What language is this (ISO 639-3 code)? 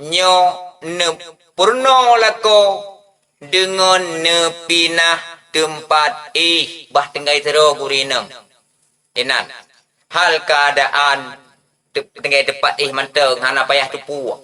ace